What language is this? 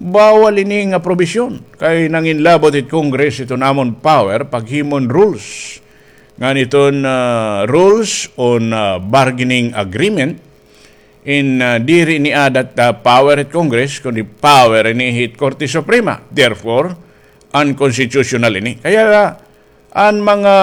Waray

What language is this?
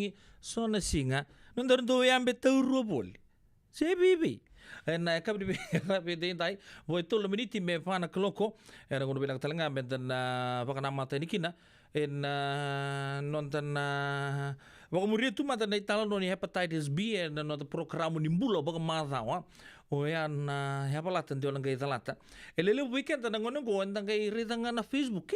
Fijian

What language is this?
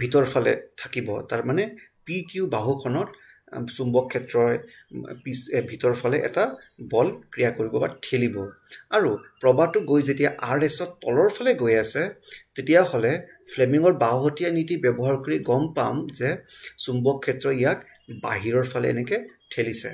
Assamese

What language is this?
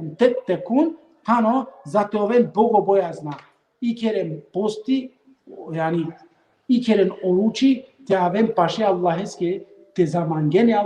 Balkan Romani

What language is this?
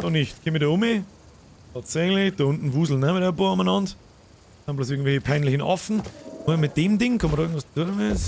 Bavarian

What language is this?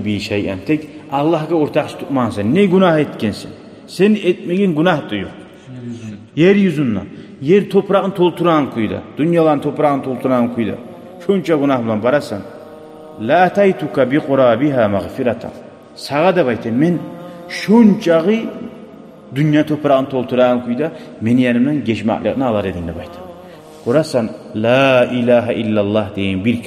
Kumyk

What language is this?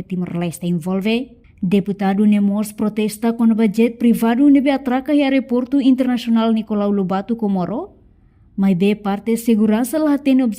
Tetum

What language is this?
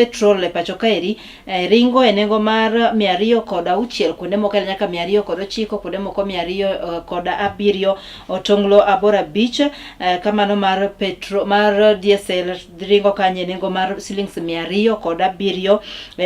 Luo (Kenya and Tanzania)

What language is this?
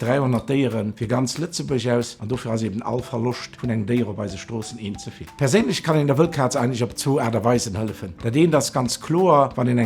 Luxembourgish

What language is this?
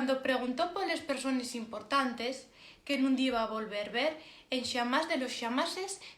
Asturian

